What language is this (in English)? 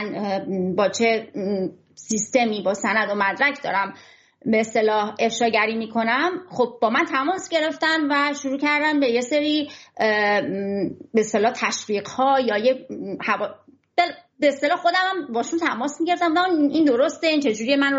Persian